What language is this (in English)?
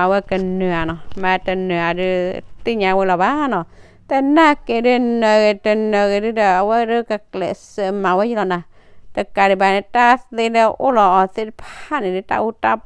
S'gaw Karen